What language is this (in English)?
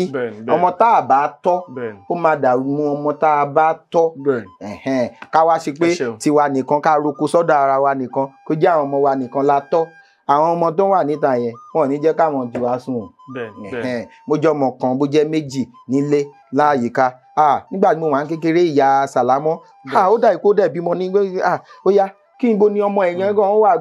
Yoruba